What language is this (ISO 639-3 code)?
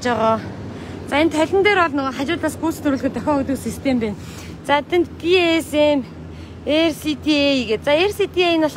mon